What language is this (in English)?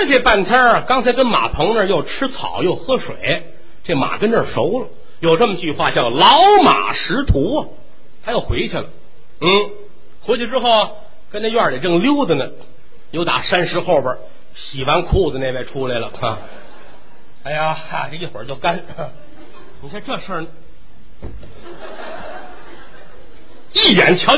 Chinese